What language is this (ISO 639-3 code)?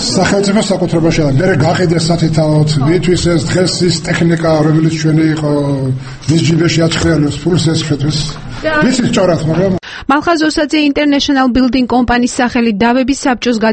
kat